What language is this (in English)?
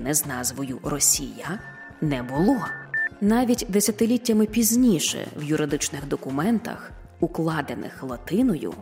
Ukrainian